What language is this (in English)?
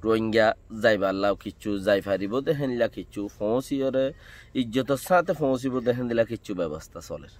Rohingya